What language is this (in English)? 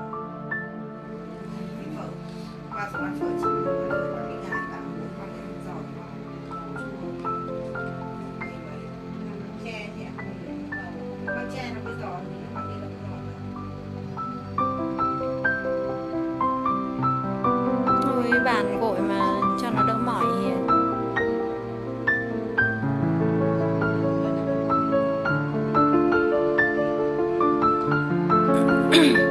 Vietnamese